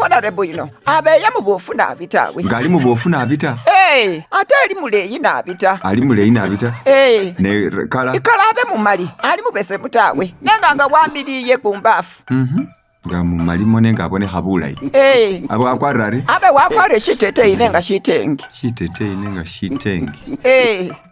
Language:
Masaaba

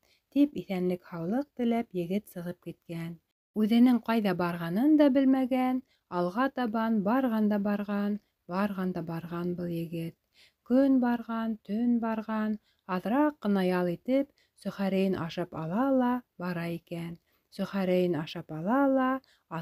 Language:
Bashkir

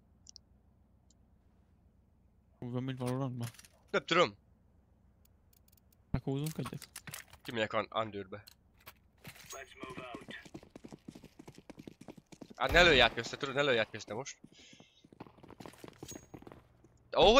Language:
Hungarian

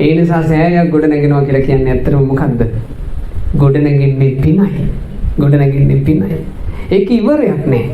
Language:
Sinhala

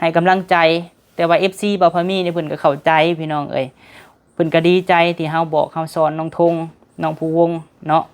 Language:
Lao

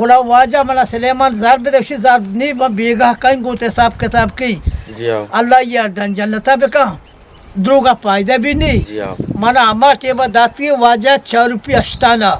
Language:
Eastern Balochi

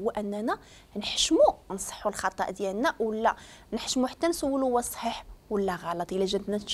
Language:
Moroccan Arabic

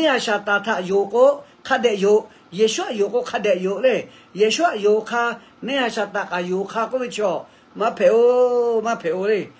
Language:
Lahu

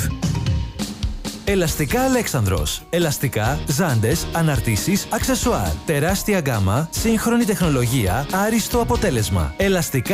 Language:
Greek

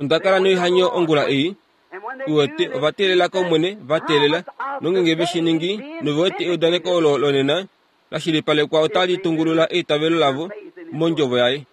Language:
Kuanyama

